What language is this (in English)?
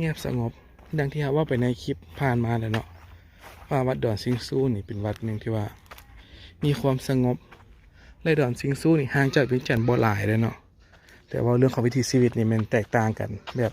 Lao